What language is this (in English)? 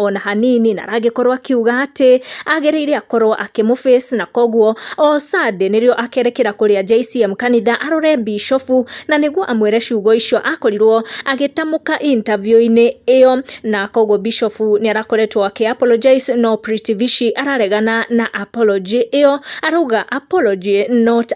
Kikuyu